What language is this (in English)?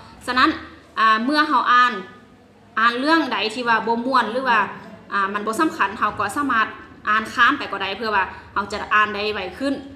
Lao